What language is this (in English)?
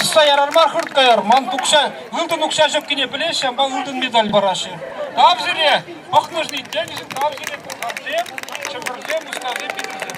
Chuvash